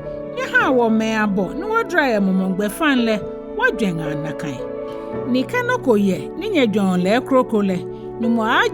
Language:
Ga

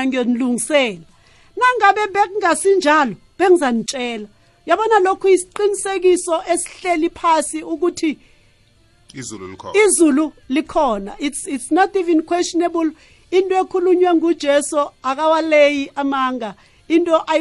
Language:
South Ndebele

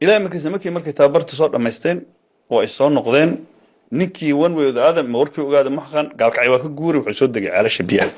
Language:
Somali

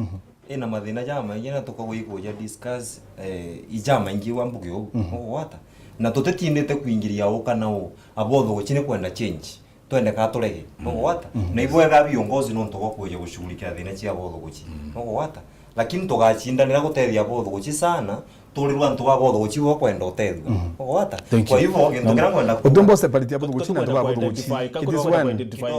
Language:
Meru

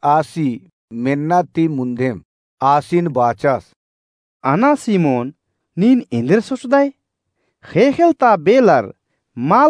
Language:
Kurukh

